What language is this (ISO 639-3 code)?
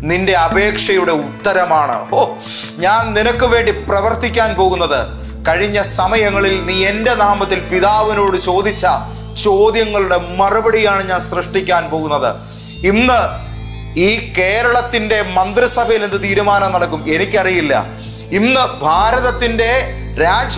mal